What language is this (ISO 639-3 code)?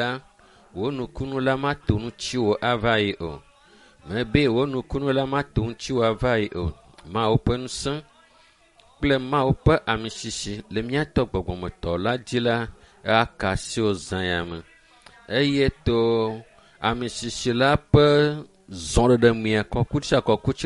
ewe